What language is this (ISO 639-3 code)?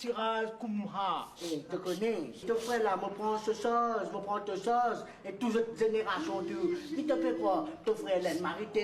mfe